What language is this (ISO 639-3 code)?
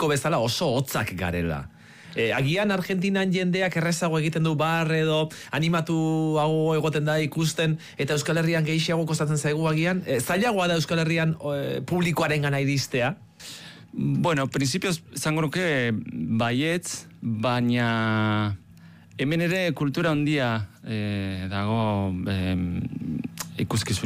eus